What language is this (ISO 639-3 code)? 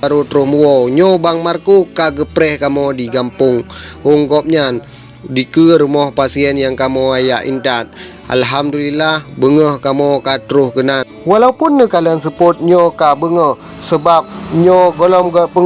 ace